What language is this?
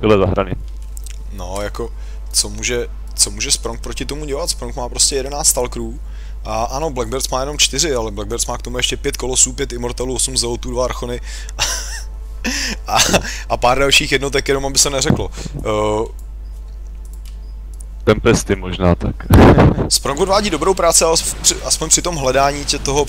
Czech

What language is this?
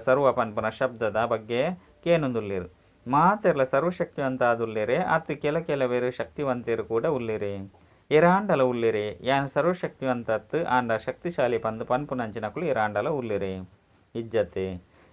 Tulu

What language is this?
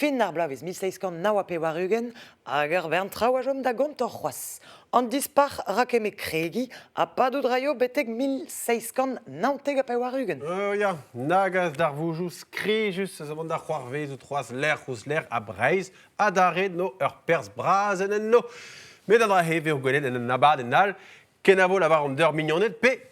Breton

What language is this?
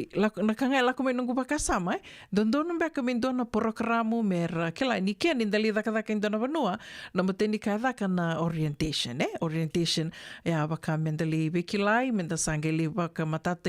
Fijian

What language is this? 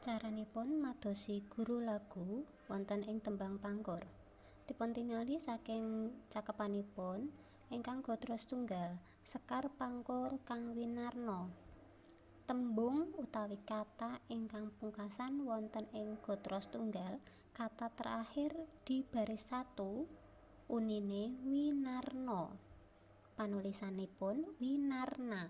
Javanese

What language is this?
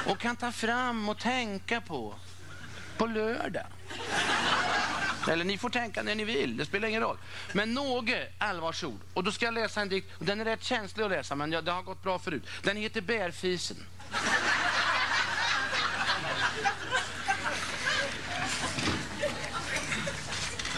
Swedish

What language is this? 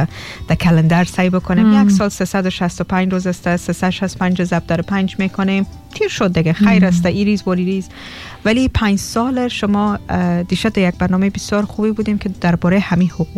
Persian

